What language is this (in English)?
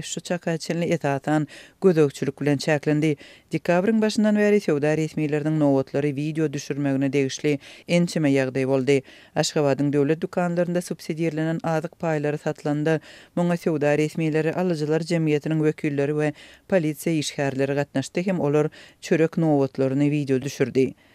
Turkmen